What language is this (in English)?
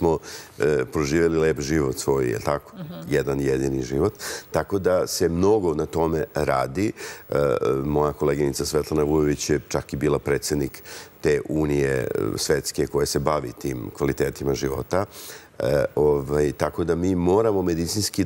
Serbian